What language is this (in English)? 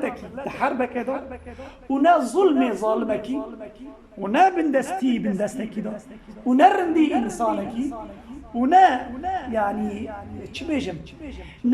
Kurdish